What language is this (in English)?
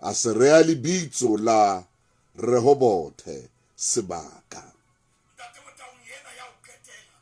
Southern Sotho